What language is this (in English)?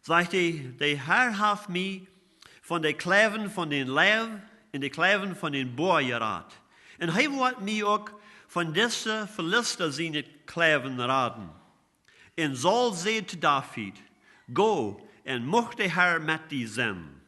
Plautdietsch